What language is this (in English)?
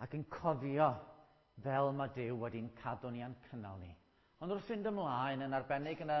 Welsh